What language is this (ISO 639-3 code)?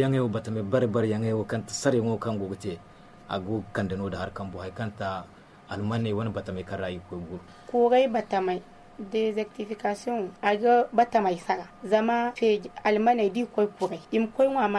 dje